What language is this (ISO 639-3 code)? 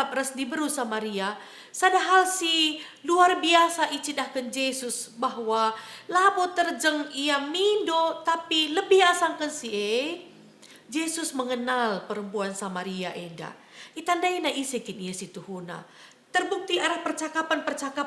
btx